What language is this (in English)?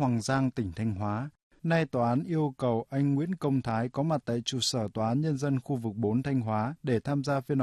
Vietnamese